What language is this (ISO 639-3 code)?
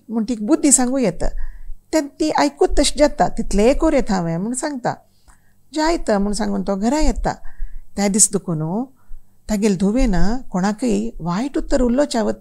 kok